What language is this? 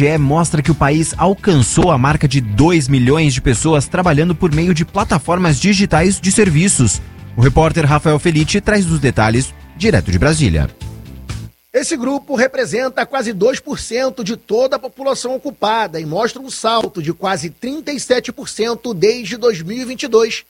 Portuguese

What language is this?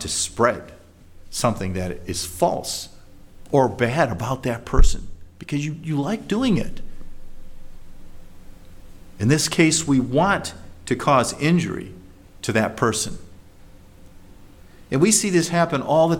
English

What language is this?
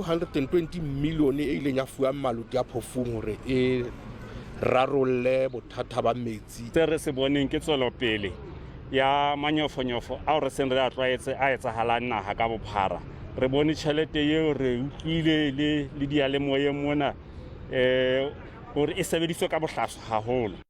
Southern Sotho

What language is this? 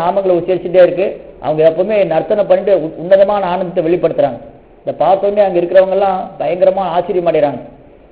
Tamil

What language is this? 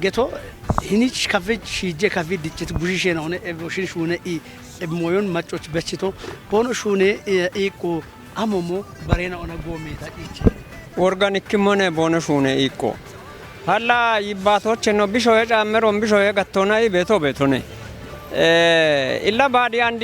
Kafa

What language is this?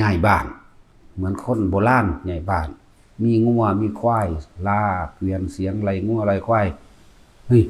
Northeastern Thai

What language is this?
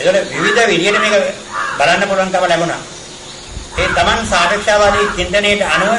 Sinhala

